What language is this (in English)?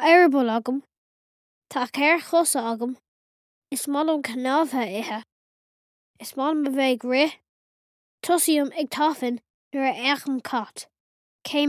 Irish